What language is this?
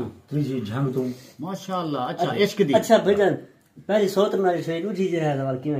Saraiki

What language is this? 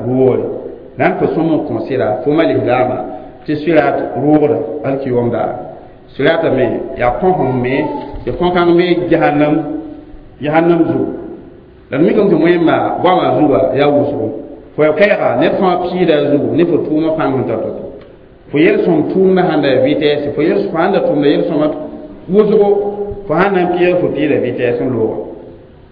Mossi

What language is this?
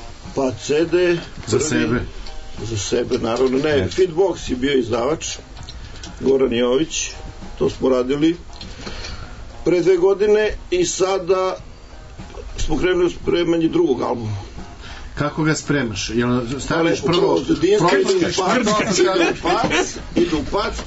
Serbian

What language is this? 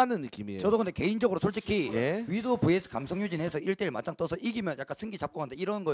Korean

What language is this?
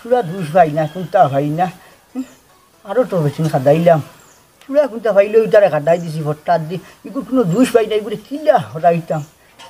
Sylheti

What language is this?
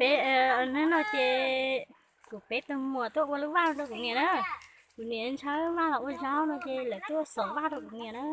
Hmong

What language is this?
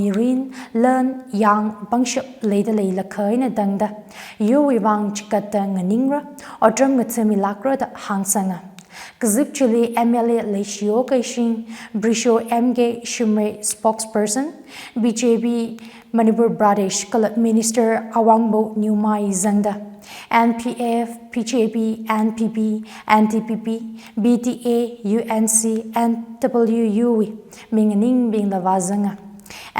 Tangkhul Naga (India)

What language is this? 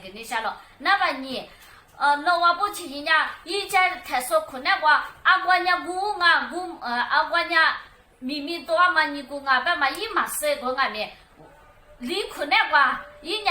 Lisu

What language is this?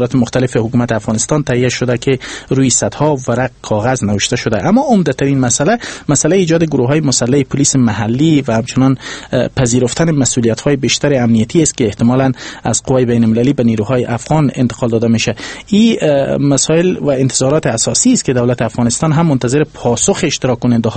Persian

